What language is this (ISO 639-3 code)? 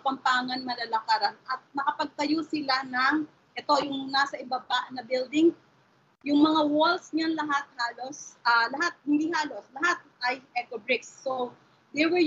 fil